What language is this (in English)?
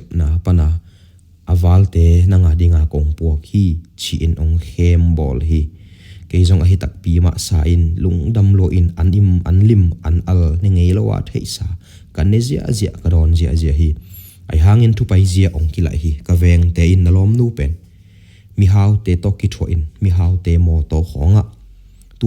Tedim Chin